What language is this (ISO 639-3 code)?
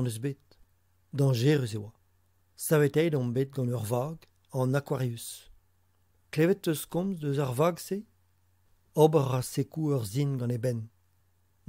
bre